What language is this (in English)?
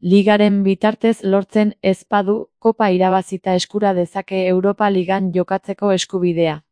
Basque